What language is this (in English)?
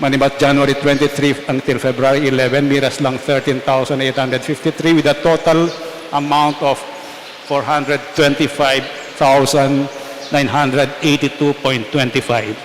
Pampanga